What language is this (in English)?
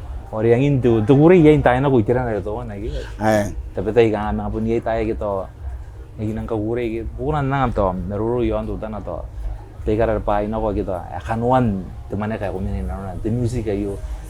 Gilbertese